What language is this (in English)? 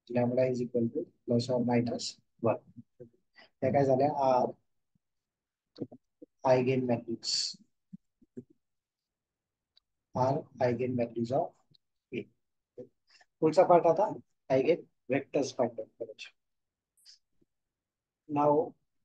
Marathi